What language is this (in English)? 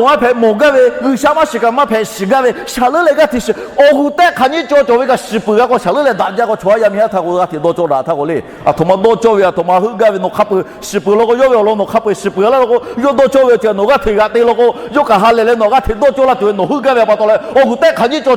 Lahu